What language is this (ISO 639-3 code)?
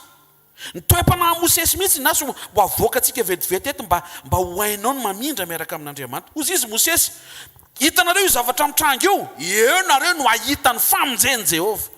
mlg